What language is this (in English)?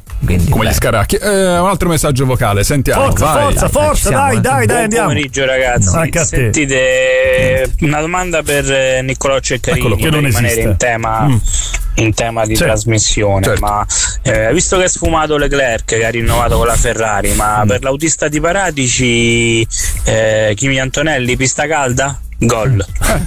Italian